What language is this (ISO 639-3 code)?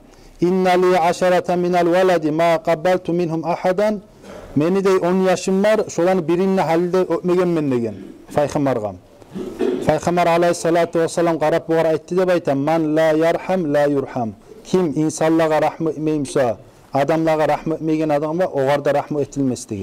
kum